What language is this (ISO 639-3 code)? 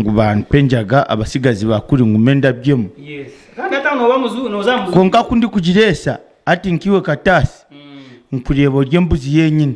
nyn